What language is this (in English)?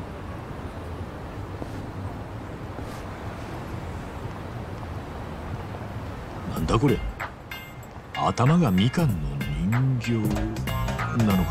Japanese